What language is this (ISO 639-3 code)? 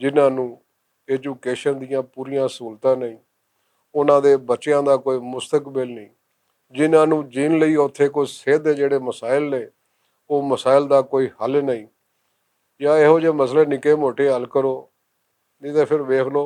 lah